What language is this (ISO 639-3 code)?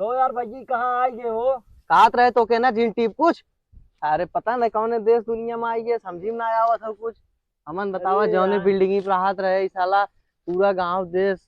awa